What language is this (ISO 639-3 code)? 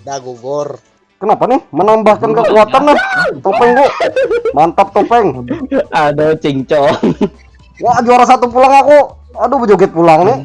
bjn